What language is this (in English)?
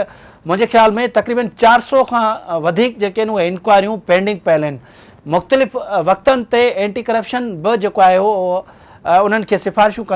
Sindhi